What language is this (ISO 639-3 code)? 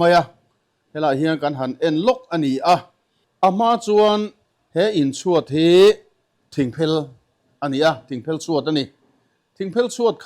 lus